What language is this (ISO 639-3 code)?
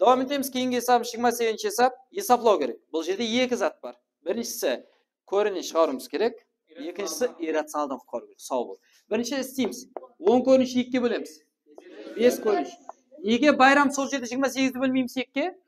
kaa